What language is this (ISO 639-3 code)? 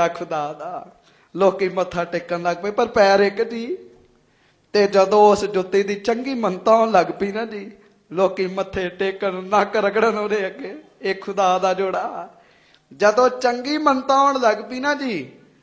pan